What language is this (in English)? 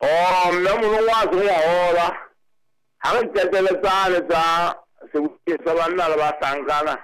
Southern Sotho